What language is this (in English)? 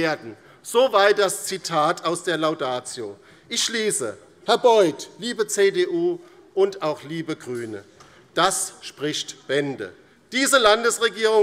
German